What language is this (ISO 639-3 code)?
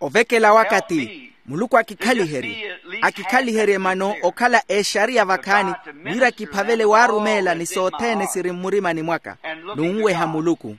vmw